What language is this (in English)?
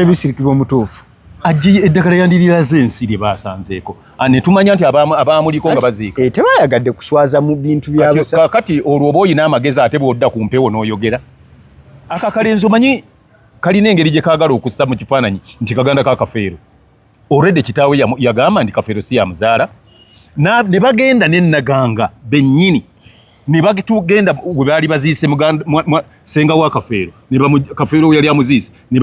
Ganda